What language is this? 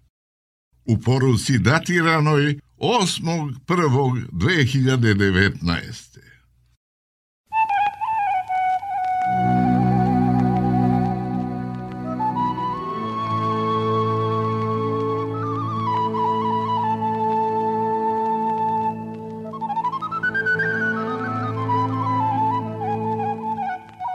Serbian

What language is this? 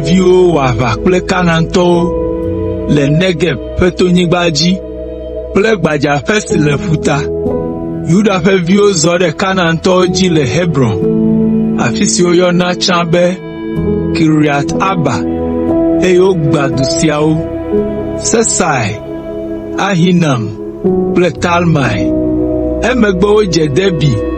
Ewe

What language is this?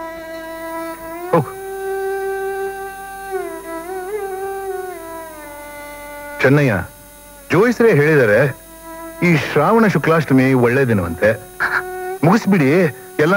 Kannada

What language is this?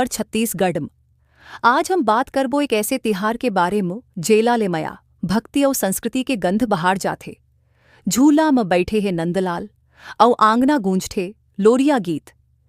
Chhattisgarhi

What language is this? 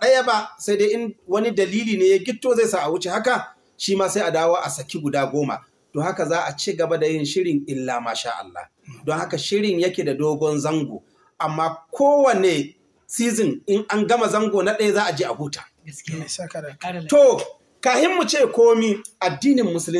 Hausa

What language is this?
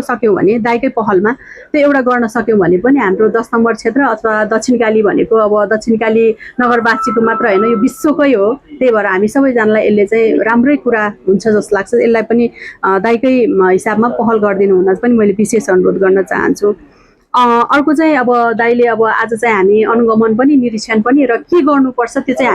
Nepali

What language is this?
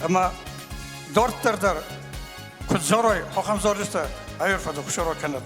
Ossetic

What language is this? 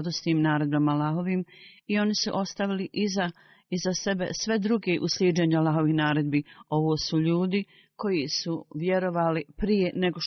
Bosnian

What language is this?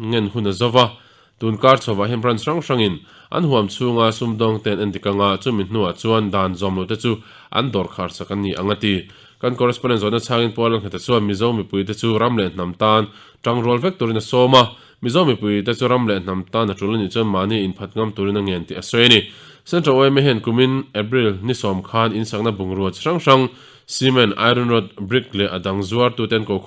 Mizo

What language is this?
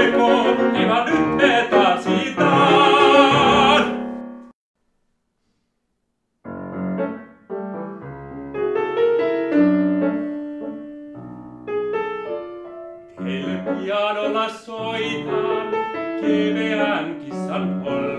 Finnish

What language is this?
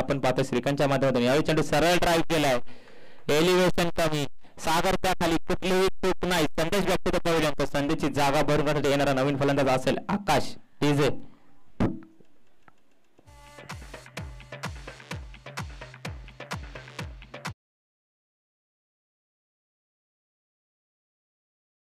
Marathi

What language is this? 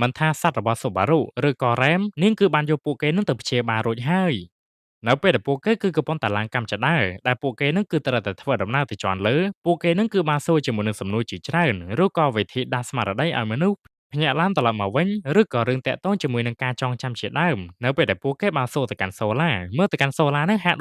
Khmer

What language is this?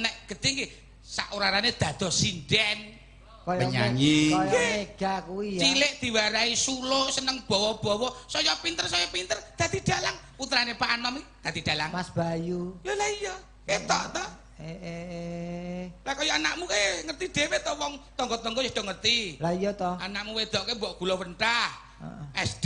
Javanese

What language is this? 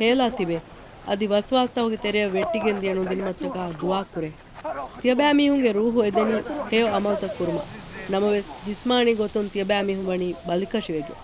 Divehi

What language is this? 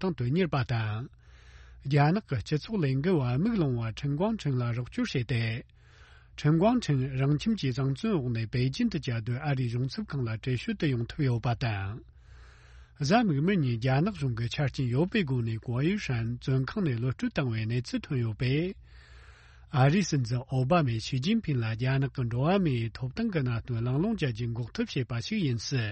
Tibetan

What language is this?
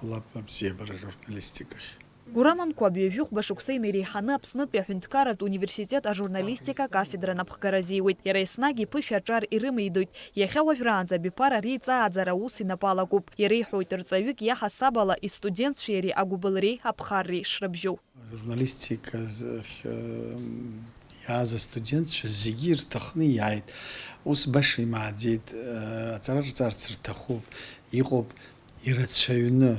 Abkhazian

